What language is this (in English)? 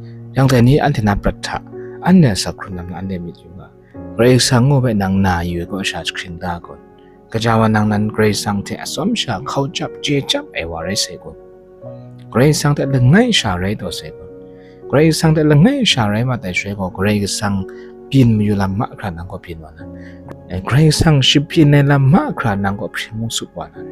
Kachin